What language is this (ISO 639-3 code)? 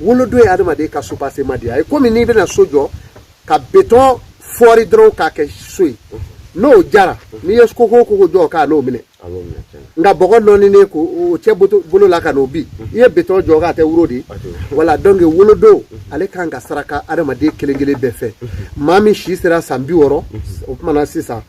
bam